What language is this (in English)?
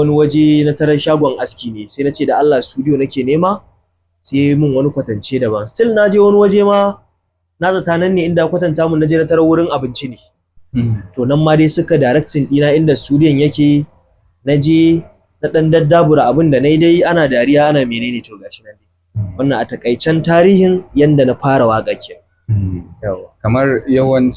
Hausa